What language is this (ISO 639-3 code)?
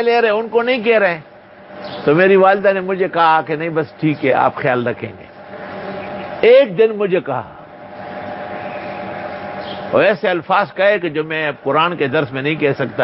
urd